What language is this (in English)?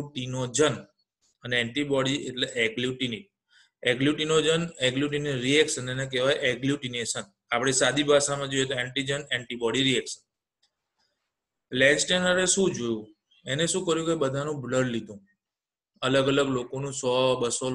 Gujarati